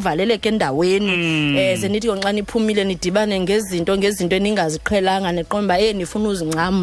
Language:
Xhosa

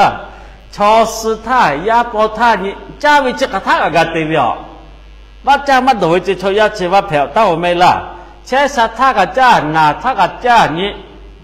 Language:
Lahu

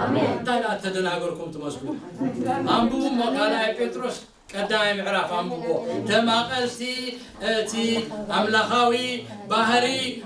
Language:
Tigrinya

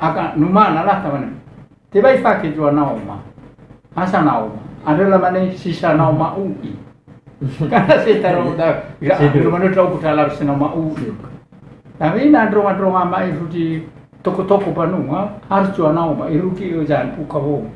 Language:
Nias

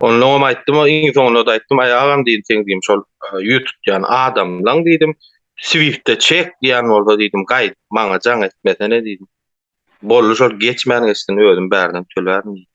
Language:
Turkmen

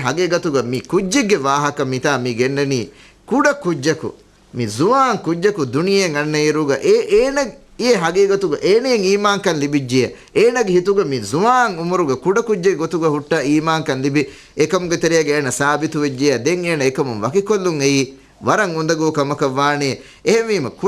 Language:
Divehi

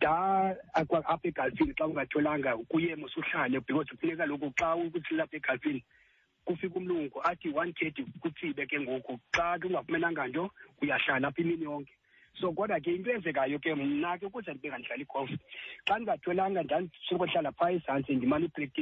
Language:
Xhosa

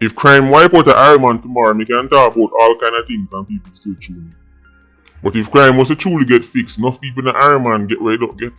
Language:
Jamaican Creole English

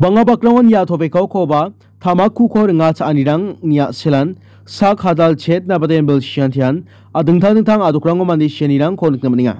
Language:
Garo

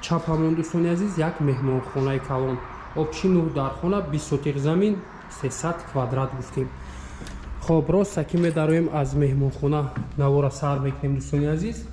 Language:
Tajik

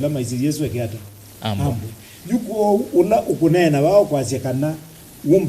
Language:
Kamba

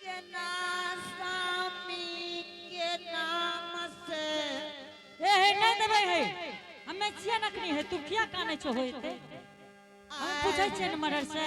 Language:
Angika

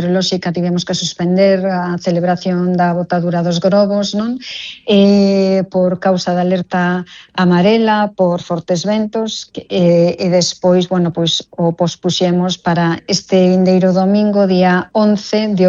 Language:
Galician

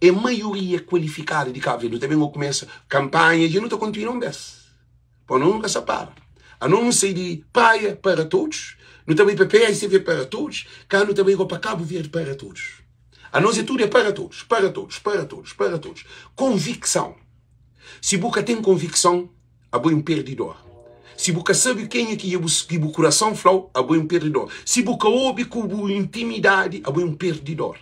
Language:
Kabuverdianu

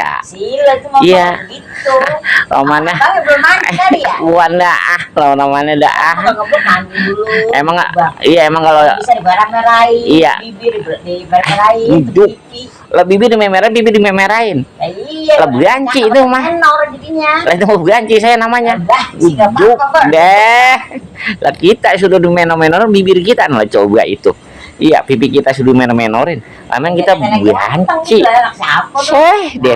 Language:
Betawi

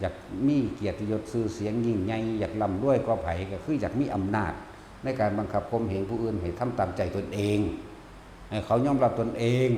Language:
Northeastern Thai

